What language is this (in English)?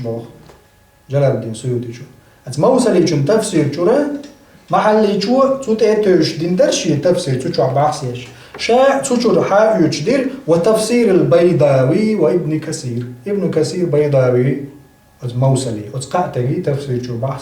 Chechen